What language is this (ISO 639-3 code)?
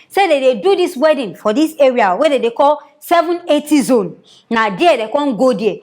pcm